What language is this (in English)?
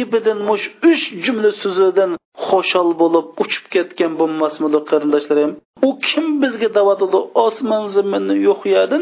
Uyghur